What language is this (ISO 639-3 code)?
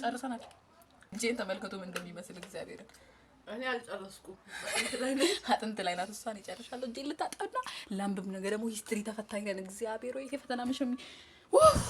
amh